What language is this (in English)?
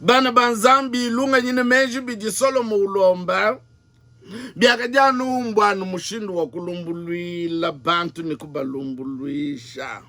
Luba-Lulua